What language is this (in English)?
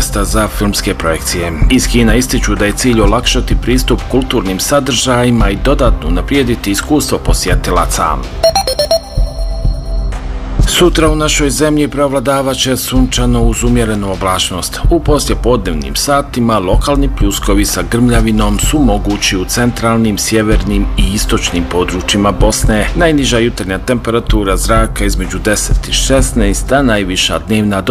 Bosnian